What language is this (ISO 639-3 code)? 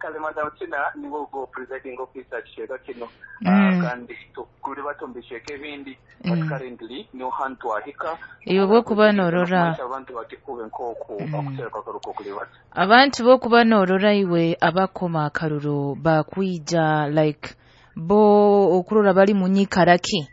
nyo